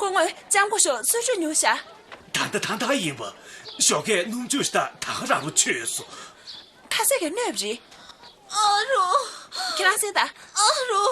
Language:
Tibetan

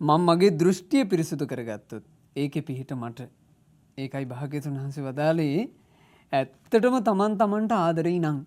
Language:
Sinhala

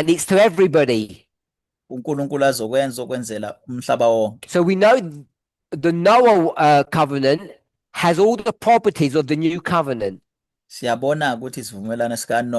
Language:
Zulu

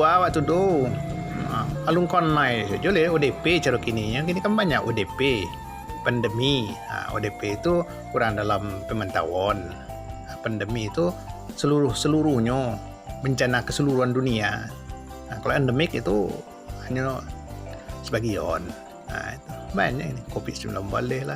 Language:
Minangkabau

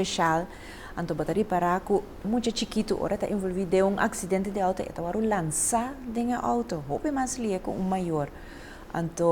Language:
Papiamento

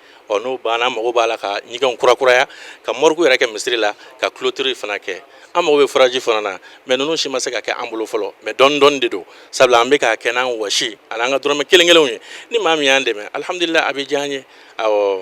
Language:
Bambara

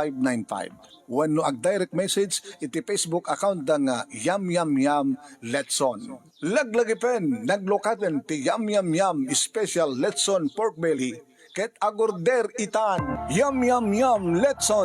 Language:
Iloko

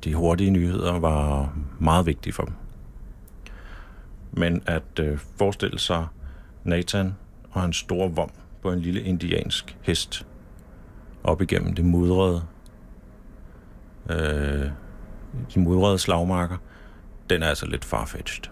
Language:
Danish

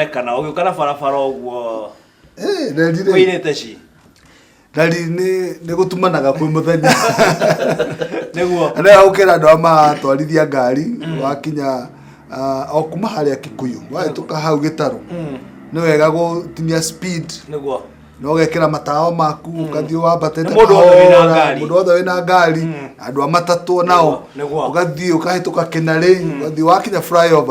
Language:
Kikuyu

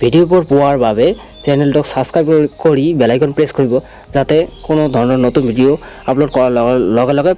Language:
Assamese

